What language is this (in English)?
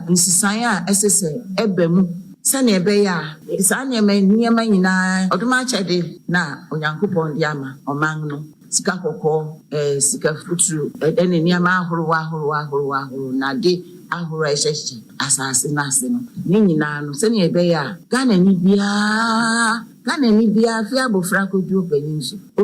Akan